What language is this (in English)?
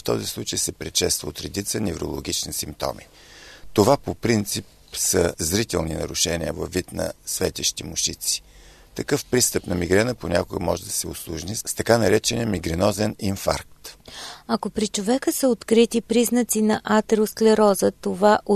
Bulgarian